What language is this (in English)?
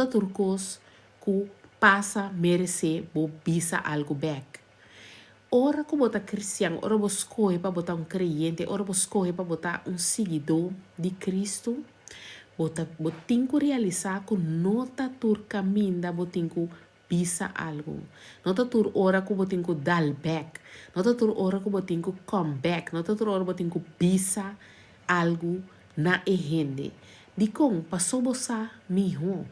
Papiamento